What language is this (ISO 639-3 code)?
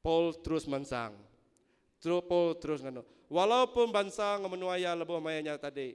iba